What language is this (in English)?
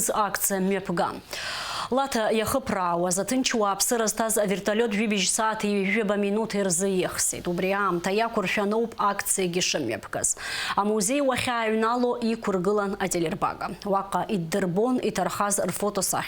Abkhazian